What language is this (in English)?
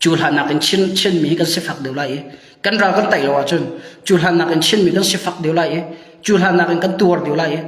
Hakha Chin